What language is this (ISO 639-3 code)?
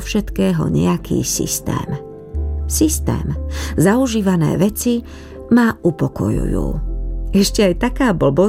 slk